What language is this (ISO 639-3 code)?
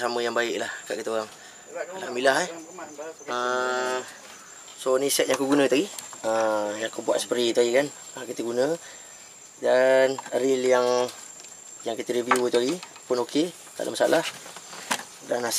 msa